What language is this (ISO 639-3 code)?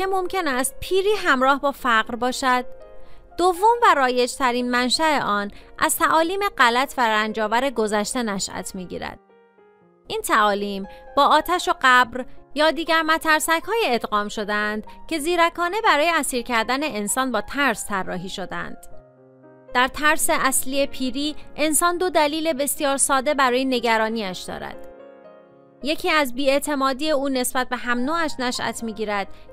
fas